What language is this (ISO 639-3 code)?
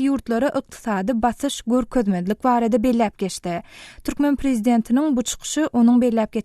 tuk